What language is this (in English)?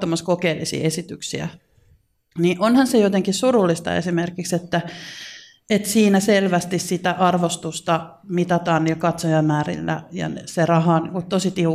Finnish